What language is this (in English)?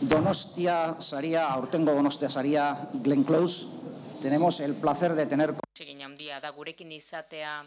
Basque